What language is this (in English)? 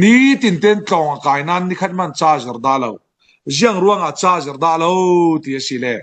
Falam Chin